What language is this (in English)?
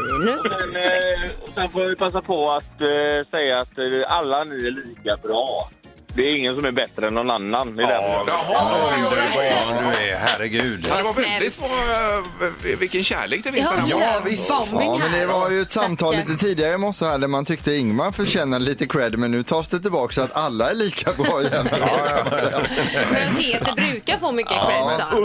Swedish